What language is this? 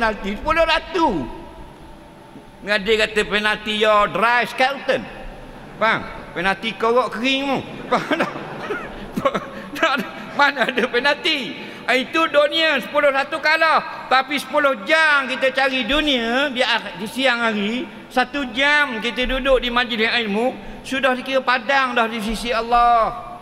Malay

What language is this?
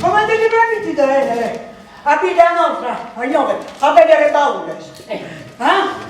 Sardinian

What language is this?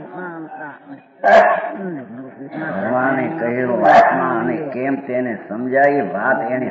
Gujarati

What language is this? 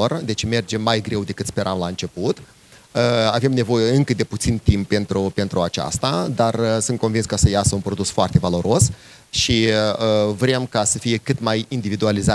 Romanian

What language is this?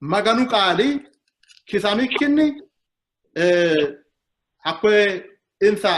Sidamo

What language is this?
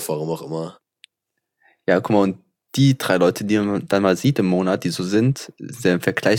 German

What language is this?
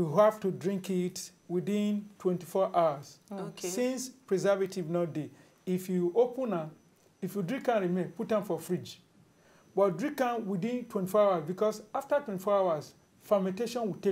Nigerian Pidgin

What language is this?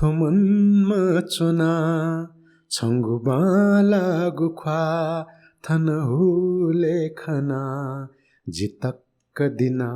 Newari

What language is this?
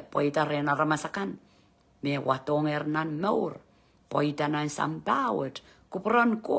Pohnpeian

